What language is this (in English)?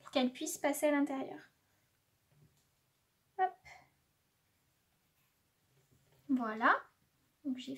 French